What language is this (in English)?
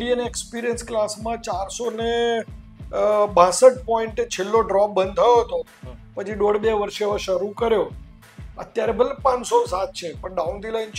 Gujarati